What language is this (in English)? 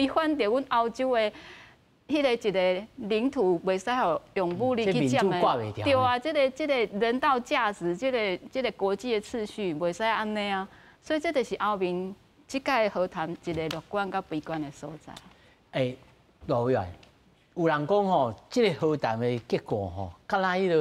Min Nan Chinese